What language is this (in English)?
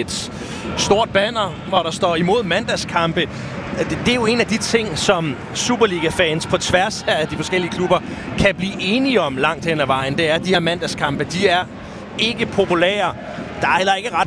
Danish